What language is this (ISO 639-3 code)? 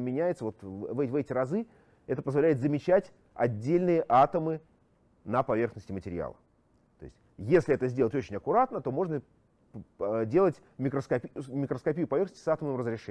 rus